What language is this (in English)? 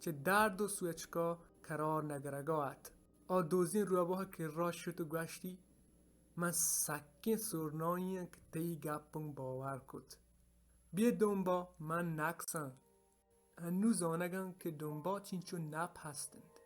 Baluchi